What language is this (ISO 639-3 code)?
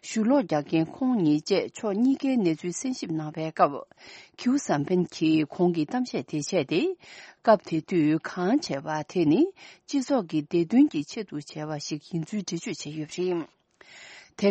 bod